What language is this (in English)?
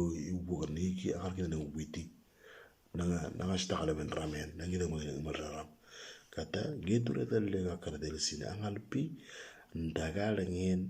Moro